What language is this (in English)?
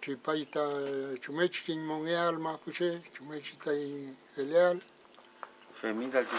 Mapuche